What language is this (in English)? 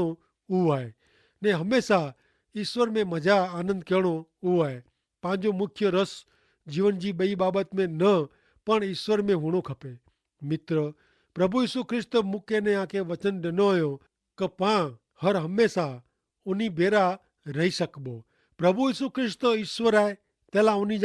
Kachhi